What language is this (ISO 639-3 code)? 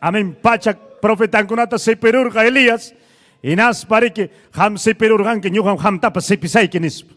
quy